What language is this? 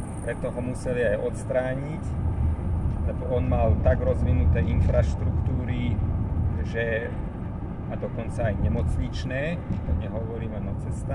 Slovak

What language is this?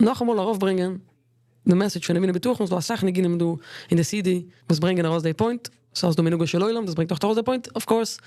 Yiddish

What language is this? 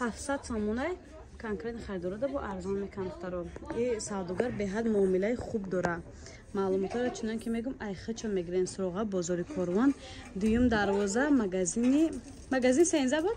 Tajik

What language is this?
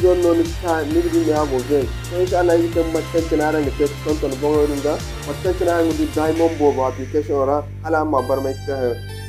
Zarma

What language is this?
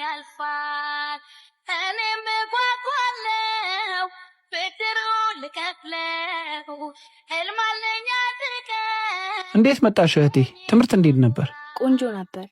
Amharic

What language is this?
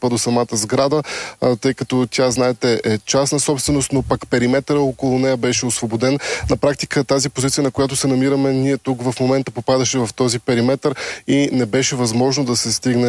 Bulgarian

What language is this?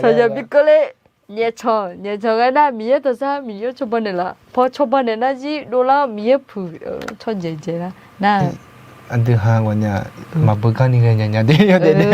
Akha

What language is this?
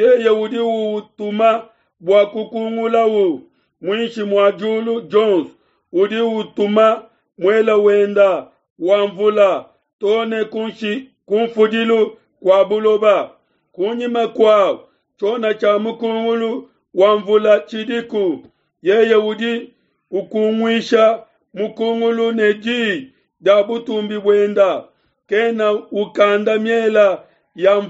Luba-Lulua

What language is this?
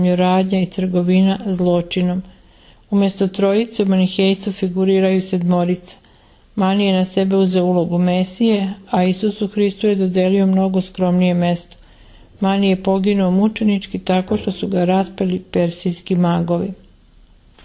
Serbian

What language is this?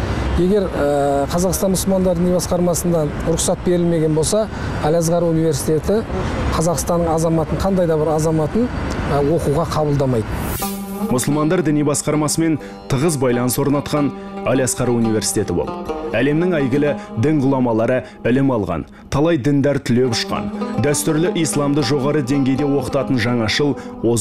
Kazakh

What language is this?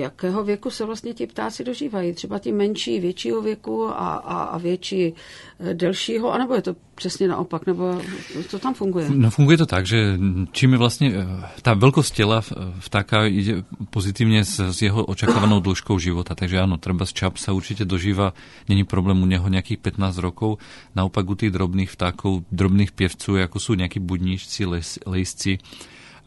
Slovak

